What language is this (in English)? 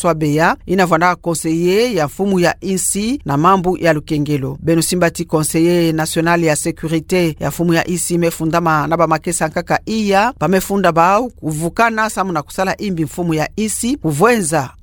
Kituba (Democratic Republic of Congo)